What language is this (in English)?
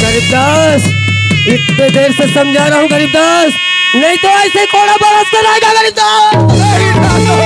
Chhattisgarhi